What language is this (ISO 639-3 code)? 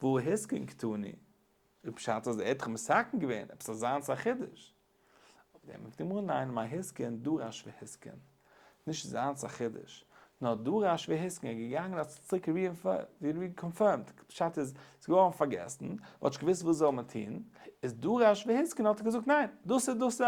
yid